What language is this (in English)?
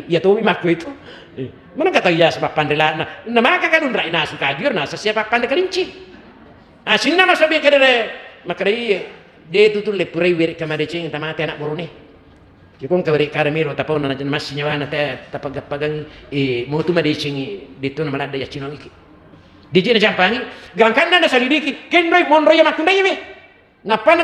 Buginese